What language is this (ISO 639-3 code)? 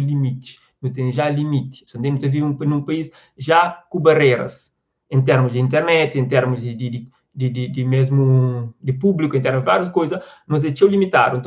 kea